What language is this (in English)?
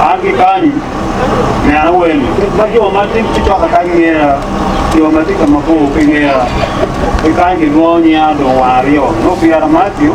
Acoli